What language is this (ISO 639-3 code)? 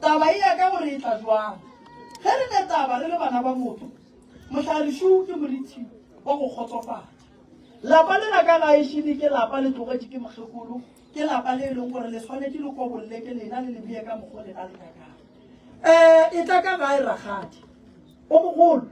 nso